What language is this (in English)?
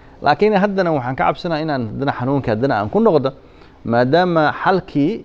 Somali